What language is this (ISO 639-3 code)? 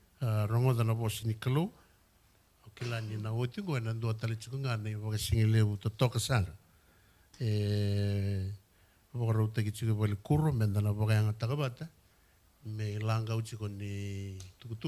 fij